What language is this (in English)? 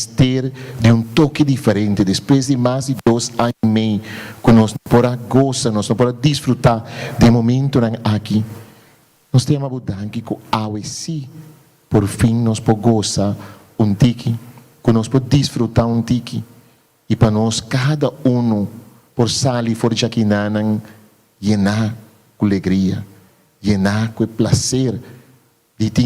Papiamento